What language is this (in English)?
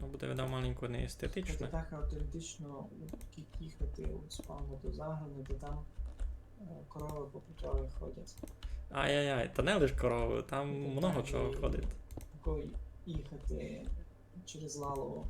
Rusyn